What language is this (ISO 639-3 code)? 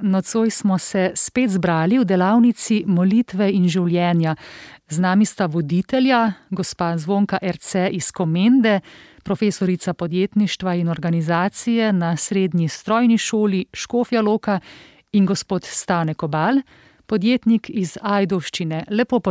slv